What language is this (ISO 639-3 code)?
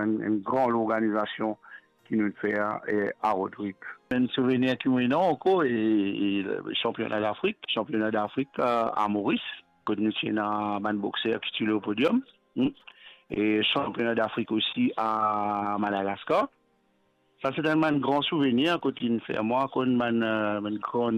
mfe